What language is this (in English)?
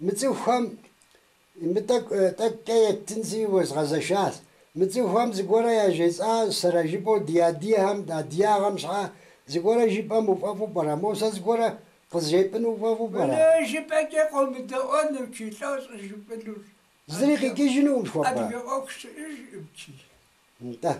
Kabardian